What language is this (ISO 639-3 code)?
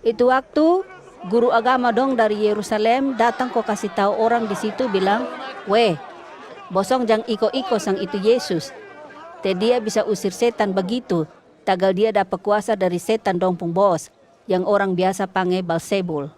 mkn